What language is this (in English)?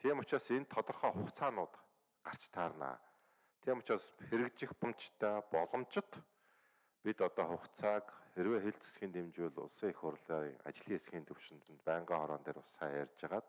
Mongolian